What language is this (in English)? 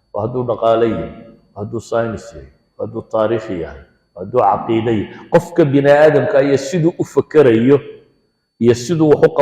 Somali